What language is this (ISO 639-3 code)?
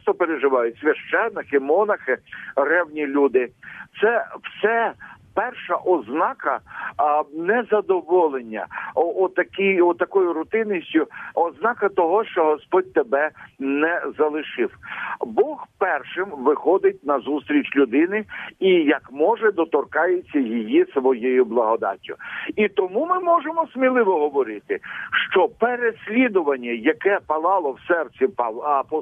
ukr